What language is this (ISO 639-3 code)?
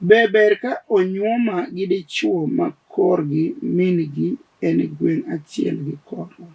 luo